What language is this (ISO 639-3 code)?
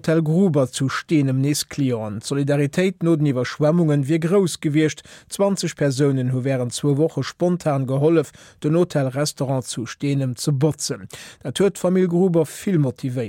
ltz